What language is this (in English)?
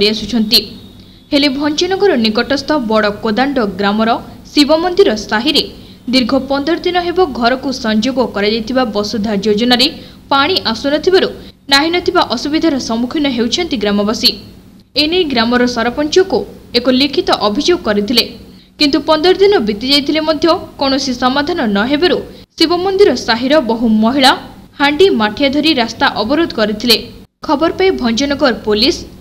Odia